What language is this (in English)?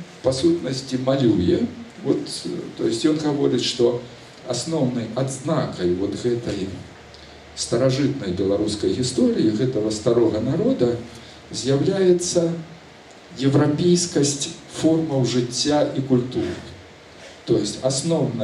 Belarusian